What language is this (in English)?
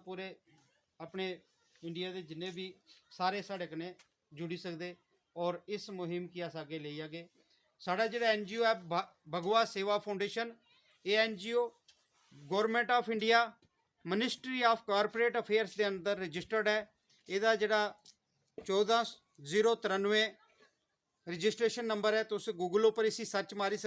Dogri